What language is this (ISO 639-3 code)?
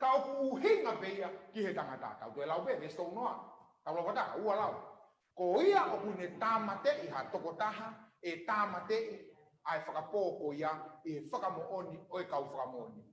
ton